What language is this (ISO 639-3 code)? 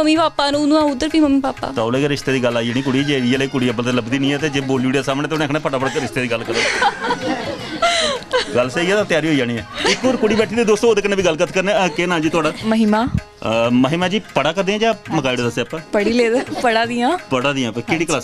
doi